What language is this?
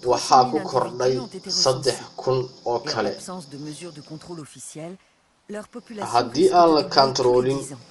Somali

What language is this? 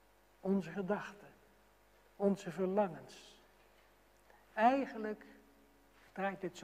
Dutch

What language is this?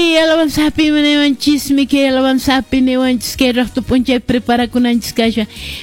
Quechua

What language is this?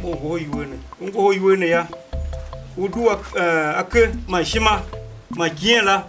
Tiv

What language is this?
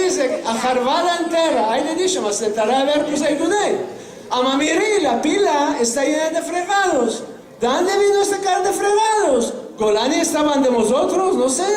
Ladino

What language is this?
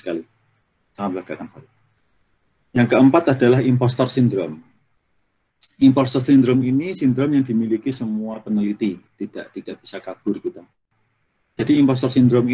Indonesian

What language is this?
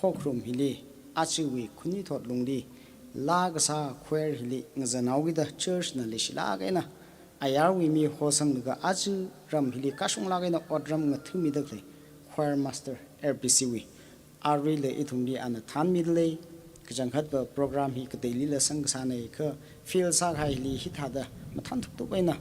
Tangkhul Naga (India)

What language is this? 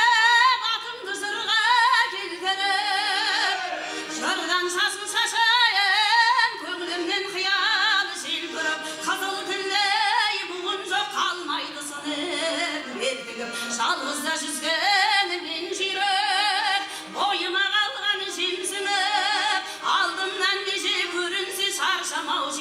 Kazakh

